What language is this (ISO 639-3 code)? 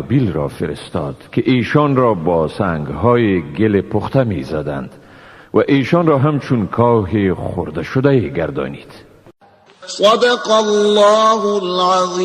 tgk